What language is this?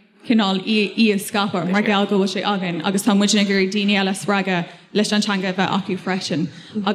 Irish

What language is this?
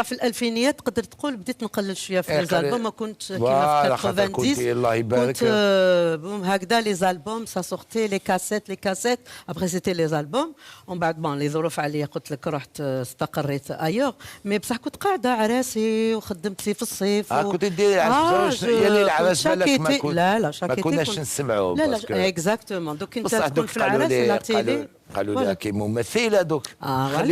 Algerian Arabic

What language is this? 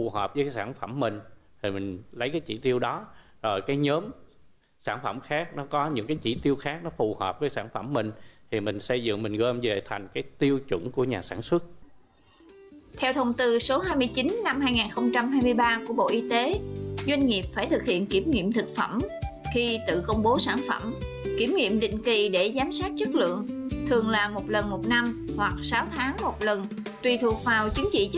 Vietnamese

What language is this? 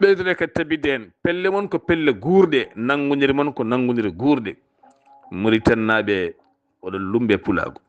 Fula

